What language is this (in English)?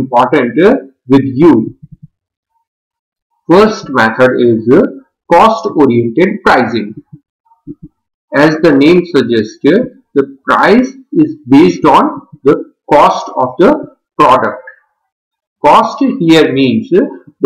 English